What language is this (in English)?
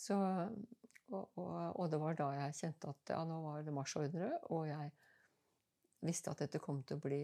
Norwegian